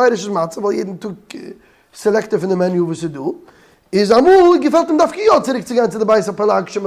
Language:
Yiddish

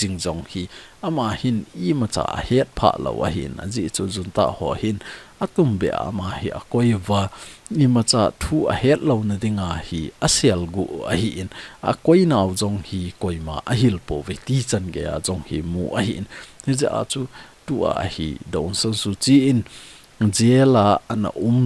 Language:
Thado Chin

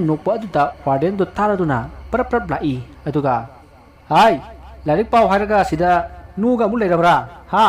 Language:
Manipuri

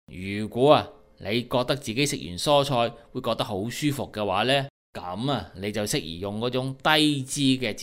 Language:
Cantonese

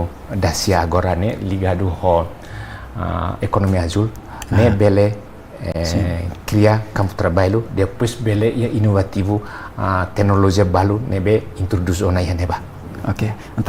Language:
Tetum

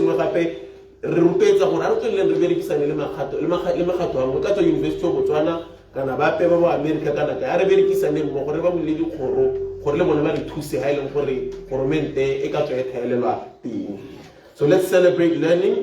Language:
Tswana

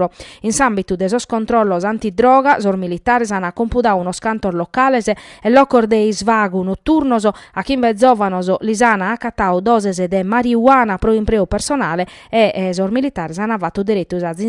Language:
Sardinian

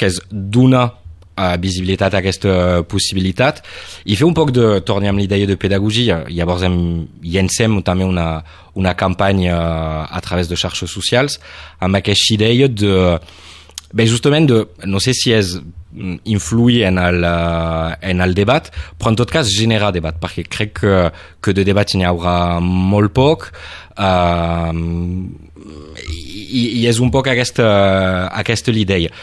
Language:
Catalan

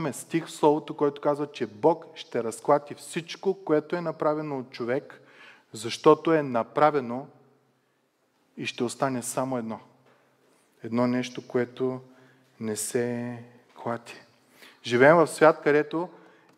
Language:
Bulgarian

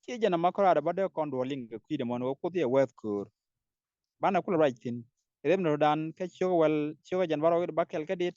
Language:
Nuer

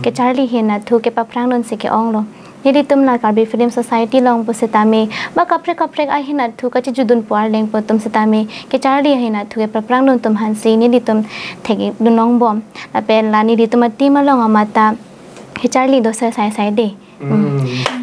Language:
Karbi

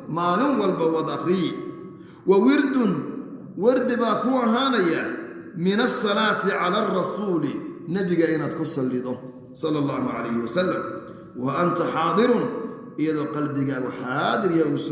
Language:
Somali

